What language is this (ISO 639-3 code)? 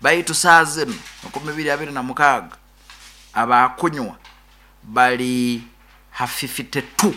nyo